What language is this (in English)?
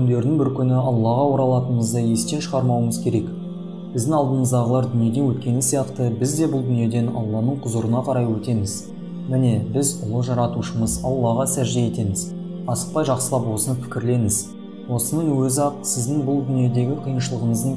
Kazakh